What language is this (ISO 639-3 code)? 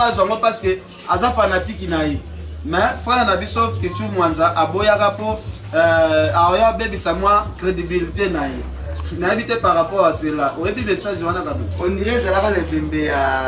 lin